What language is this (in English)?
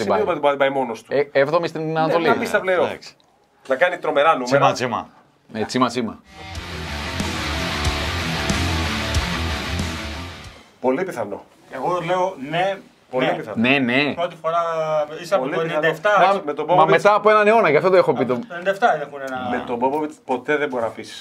Greek